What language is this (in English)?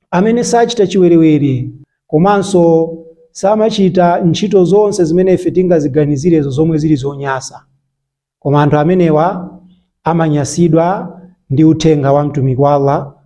Nyanja